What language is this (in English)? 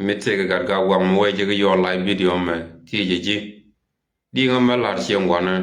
Nuer